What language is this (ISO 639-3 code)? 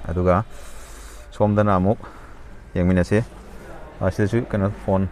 mni